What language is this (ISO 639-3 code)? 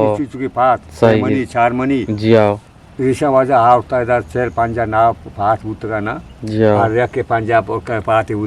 bgp